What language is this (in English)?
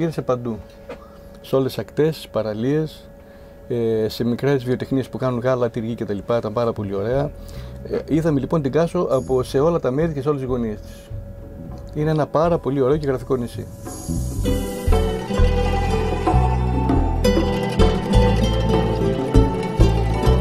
Greek